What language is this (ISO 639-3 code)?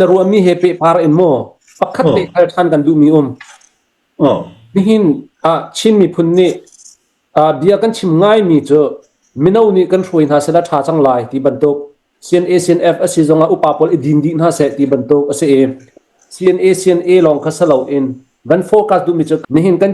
cfm